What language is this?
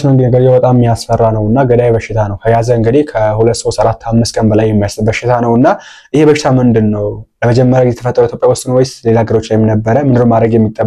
Amharic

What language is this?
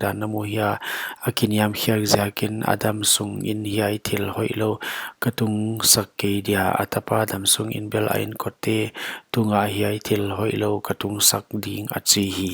Paite Chin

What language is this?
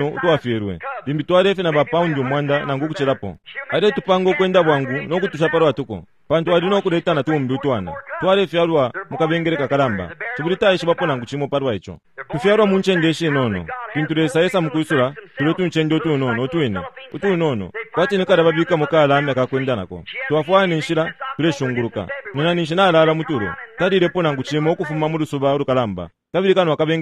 Bemba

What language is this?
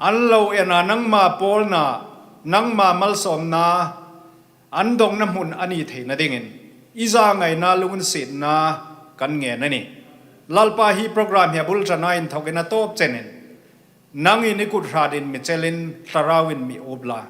Hmar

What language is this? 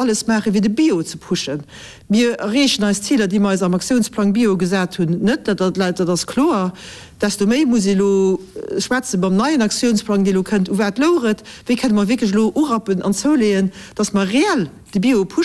Luxembourgish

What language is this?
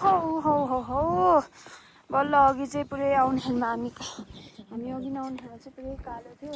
Nepali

